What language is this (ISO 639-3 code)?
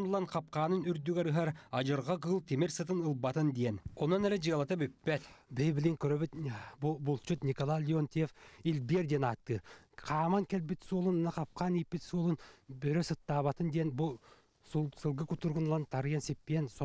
sah